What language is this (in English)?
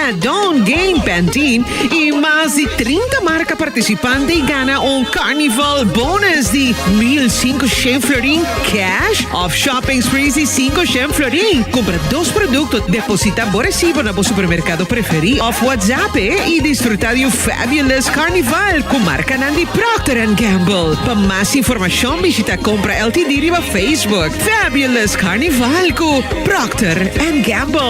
Papiamento